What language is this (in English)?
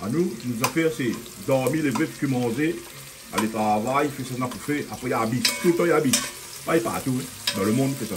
Réunion Creole French